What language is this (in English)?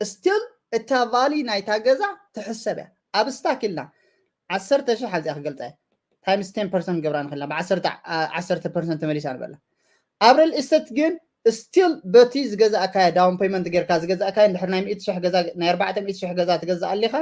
Tigrinya